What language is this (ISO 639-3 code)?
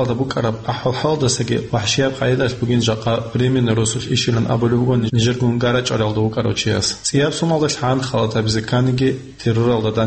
ava